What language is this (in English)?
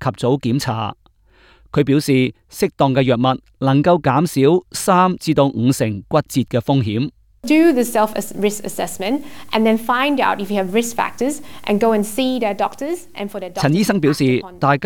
Cantonese